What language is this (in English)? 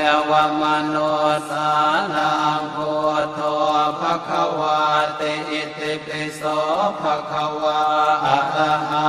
Pali